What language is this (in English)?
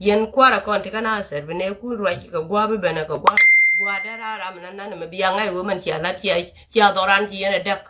Nuer